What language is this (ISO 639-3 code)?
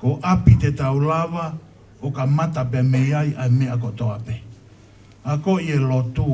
ton